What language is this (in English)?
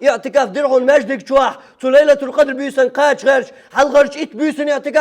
Chechen